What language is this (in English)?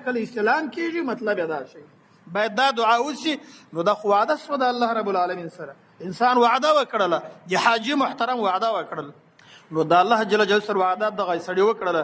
Pashto